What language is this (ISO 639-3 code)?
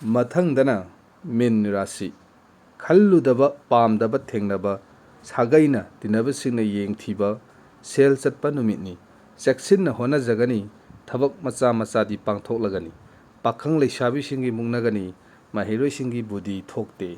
mni